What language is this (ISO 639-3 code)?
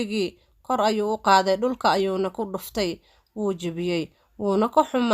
som